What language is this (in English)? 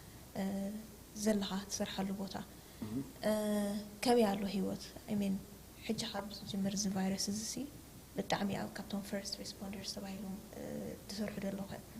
Tigrinya